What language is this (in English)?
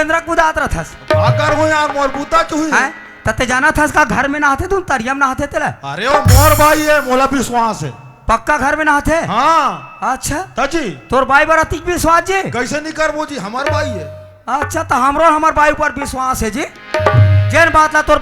Chhattisgarhi